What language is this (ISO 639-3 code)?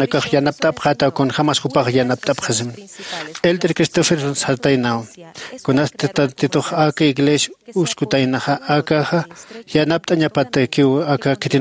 aym